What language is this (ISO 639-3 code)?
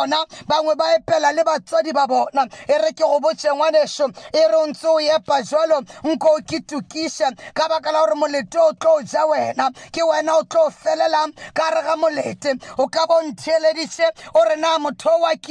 nso